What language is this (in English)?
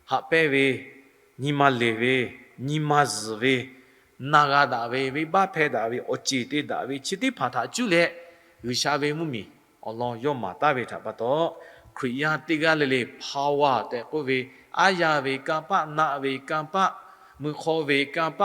Lahu